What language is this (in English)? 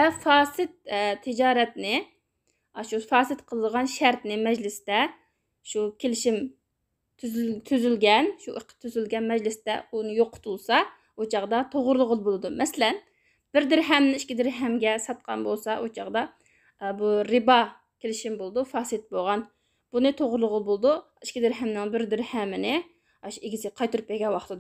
Uyghur